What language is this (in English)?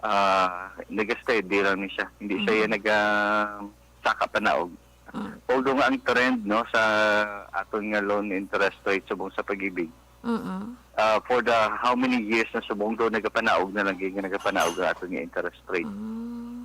Hiligaynon